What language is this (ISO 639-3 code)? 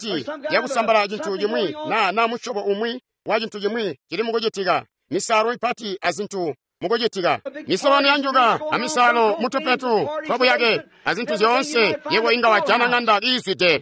toi